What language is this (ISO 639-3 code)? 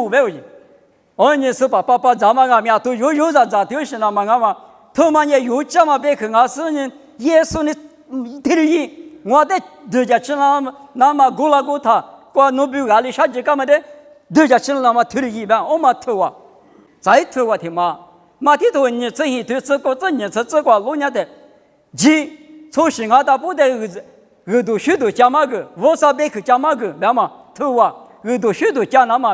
lis